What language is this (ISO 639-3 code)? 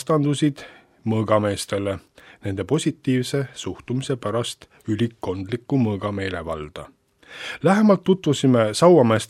est